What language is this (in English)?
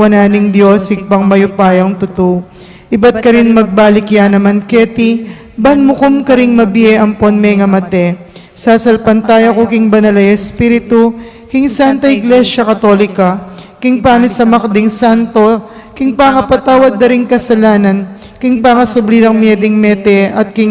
Pampanga